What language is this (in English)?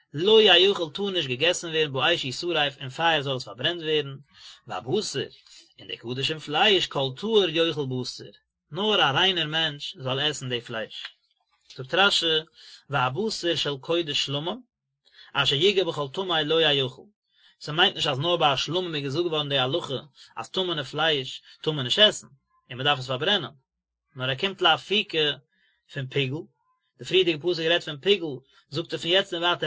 Yiddish